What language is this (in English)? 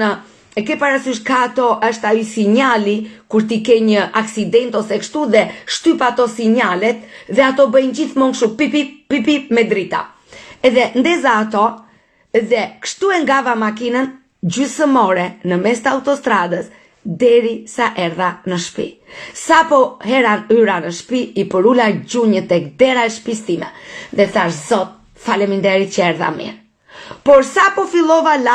Albanian